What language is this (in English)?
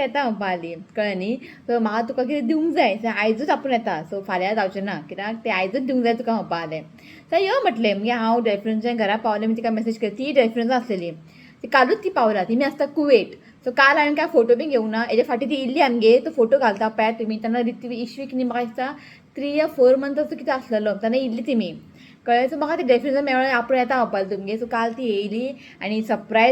Konkani